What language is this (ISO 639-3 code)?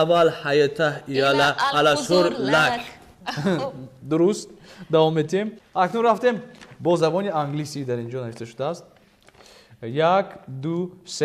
tgk